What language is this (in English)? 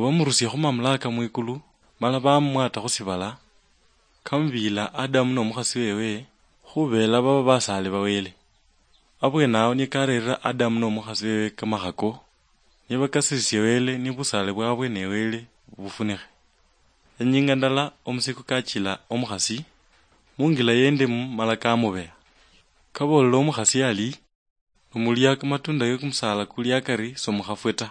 Luyia